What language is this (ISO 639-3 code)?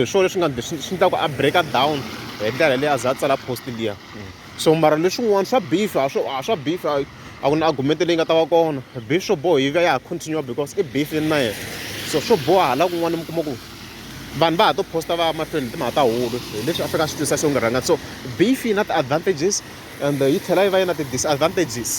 tso